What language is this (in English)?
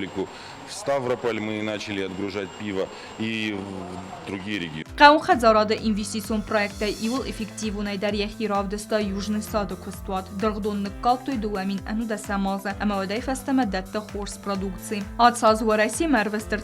Ossetic